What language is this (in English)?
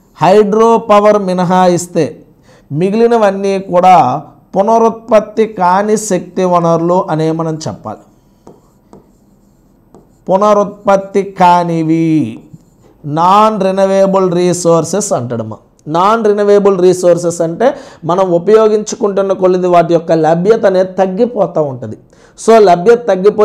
Telugu